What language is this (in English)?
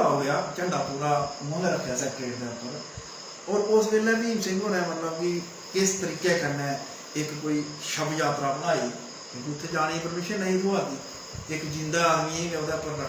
Dogri